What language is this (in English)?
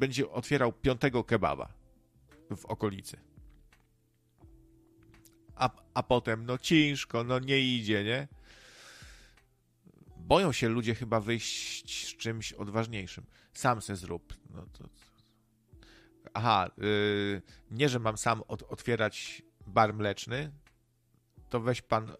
Polish